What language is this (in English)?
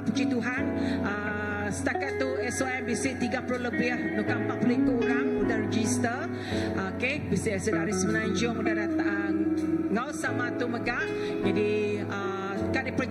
Iban